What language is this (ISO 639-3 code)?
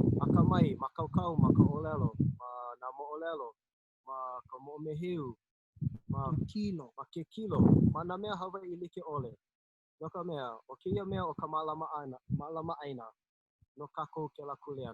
haw